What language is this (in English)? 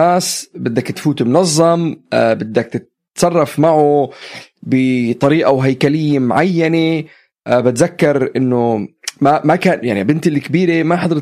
North Levantine Arabic